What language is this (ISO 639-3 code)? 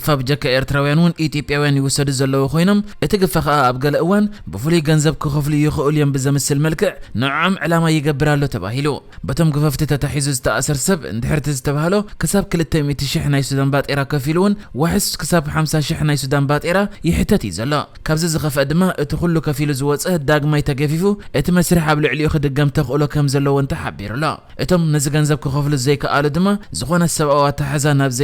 tir